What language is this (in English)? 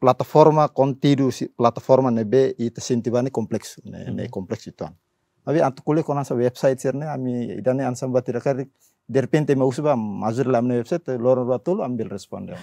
Tetum